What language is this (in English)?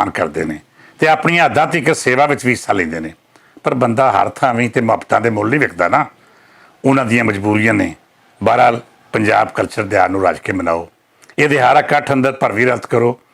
Western Panjabi